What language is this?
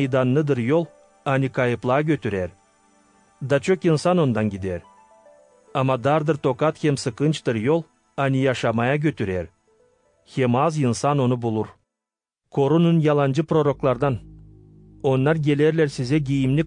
Gagauz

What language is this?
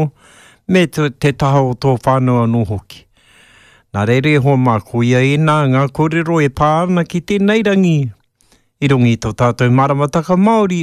Māori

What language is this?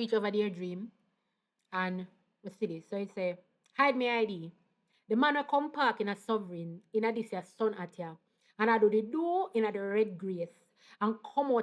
Jamaican Creole English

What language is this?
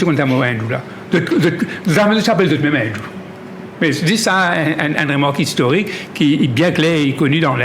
Morisyen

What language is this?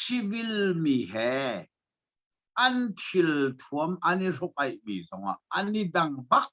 Hakha Chin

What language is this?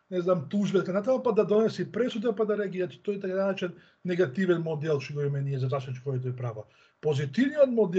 Macedonian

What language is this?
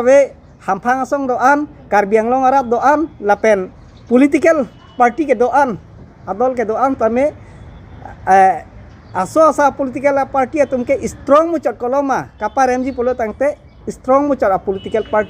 Karbi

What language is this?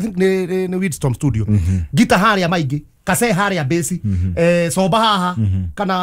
Kikuyu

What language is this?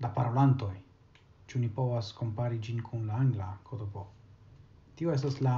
Esperanto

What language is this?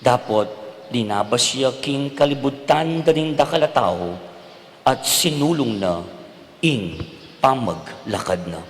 Pampanga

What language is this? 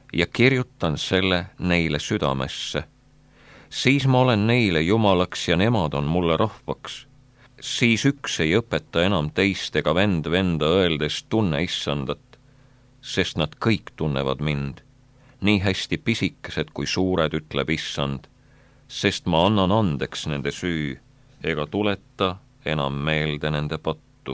Estonian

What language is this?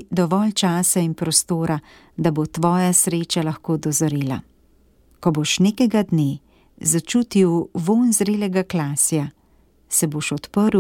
Slovenian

